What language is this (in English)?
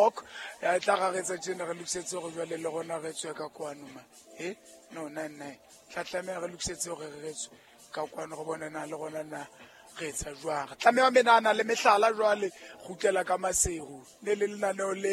Southern Sotho